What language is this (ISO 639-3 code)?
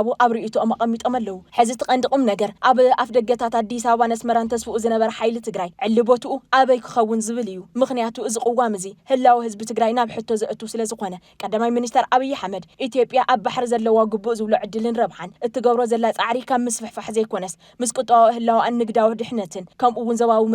tir